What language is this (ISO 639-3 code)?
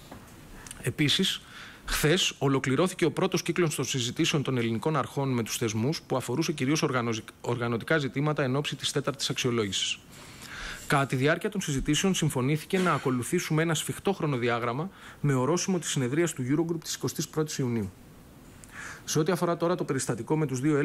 ell